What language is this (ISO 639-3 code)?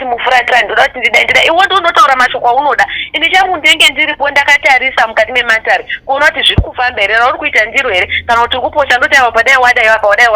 sna